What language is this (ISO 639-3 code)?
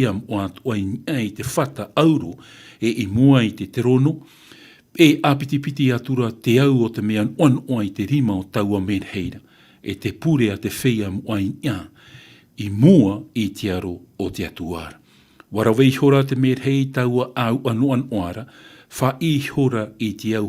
tah